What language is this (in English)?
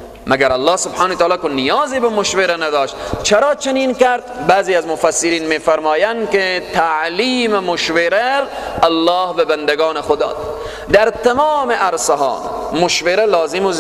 Persian